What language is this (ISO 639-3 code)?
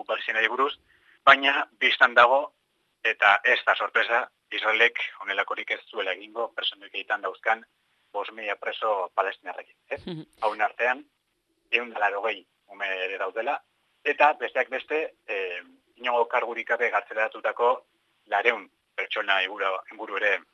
eus